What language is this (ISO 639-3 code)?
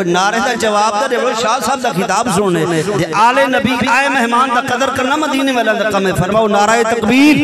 skr